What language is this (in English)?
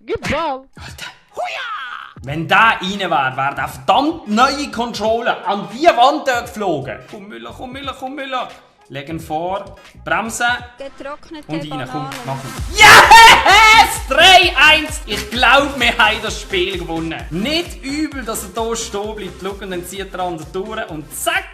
Swiss German